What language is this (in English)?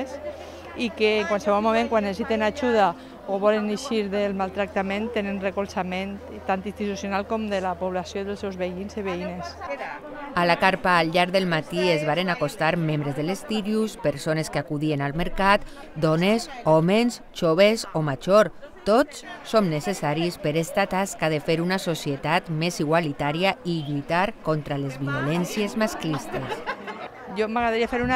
Catalan